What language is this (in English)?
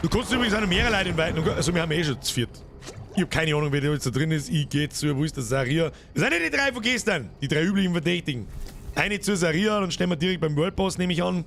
Bavarian